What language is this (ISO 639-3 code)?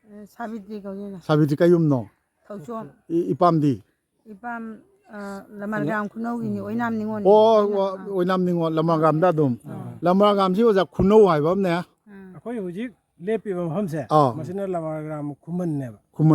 mni